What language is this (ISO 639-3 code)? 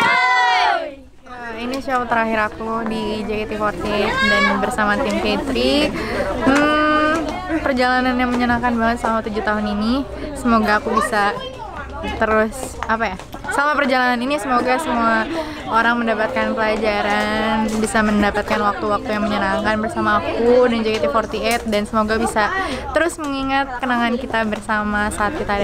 ind